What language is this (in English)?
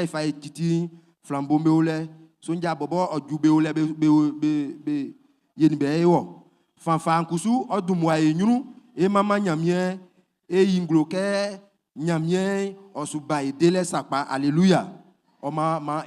Baoulé